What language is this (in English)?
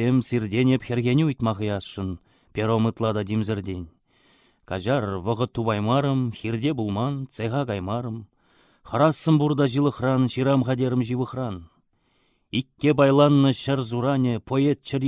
Chuvash